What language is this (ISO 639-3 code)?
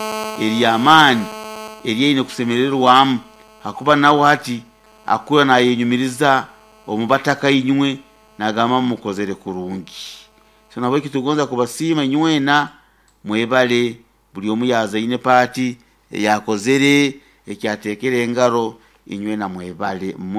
nyn